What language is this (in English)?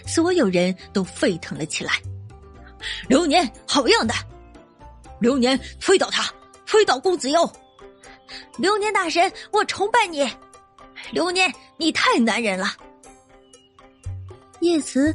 Chinese